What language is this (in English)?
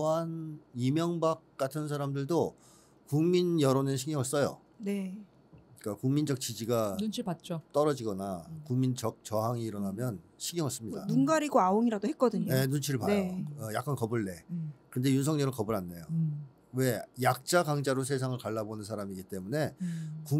Korean